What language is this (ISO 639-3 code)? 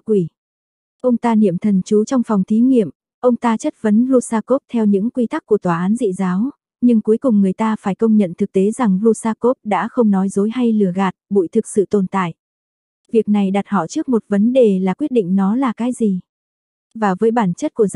vie